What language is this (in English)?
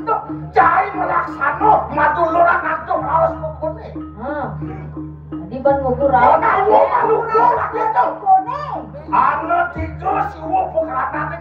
Balinese